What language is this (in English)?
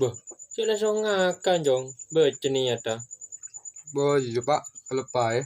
Madurese